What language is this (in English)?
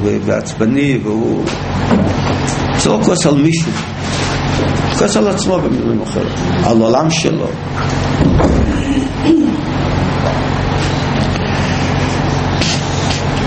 Hebrew